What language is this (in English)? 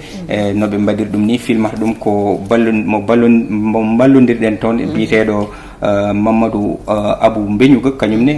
Fula